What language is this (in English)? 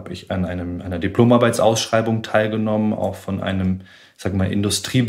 German